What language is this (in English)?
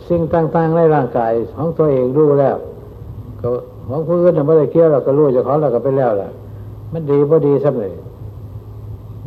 Thai